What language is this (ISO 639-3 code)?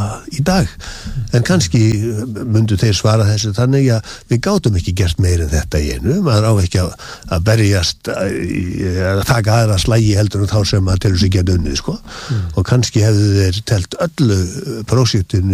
isl